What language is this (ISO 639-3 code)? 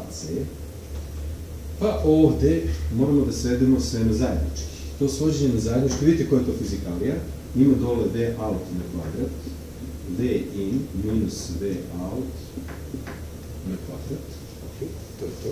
srp